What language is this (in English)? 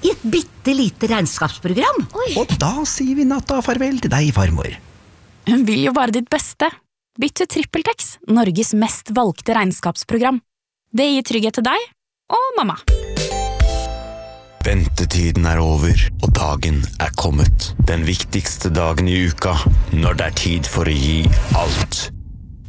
Norwegian